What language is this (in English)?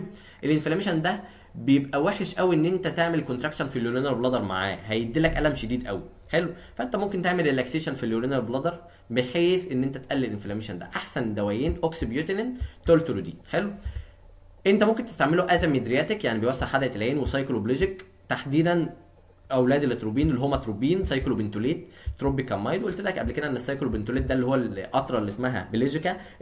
Egyptian Arabic